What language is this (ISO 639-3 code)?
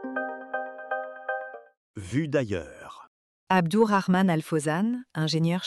fra